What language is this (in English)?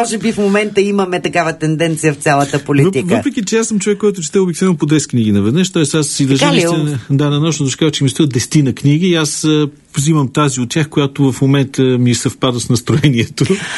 Bulgarian